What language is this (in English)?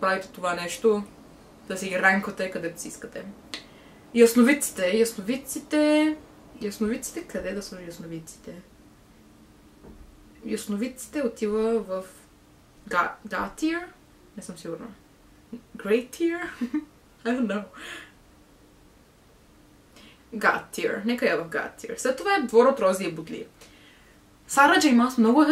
Bulgarian